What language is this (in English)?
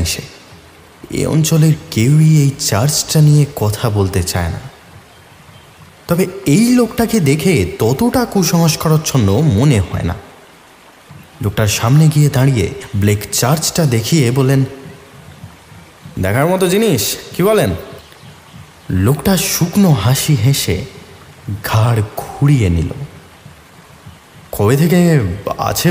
Bangla